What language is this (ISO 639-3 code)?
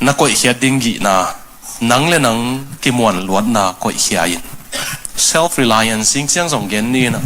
ctd